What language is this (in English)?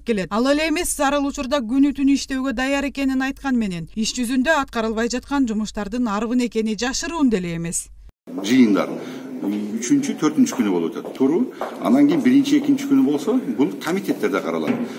Kyrgyz